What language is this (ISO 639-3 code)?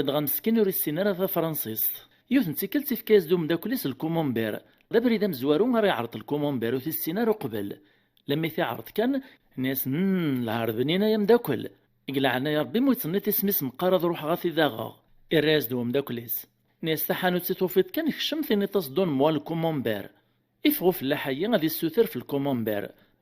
kab